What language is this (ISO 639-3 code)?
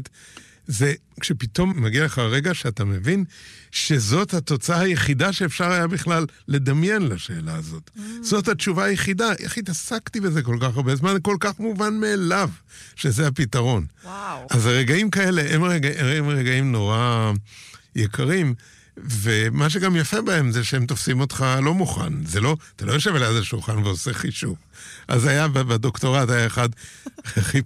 heb